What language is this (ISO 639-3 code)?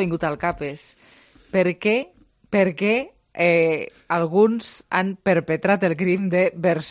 cat